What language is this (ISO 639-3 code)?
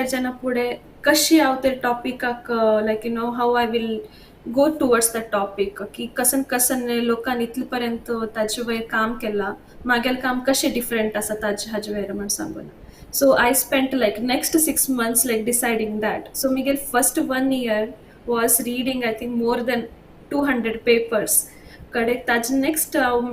kok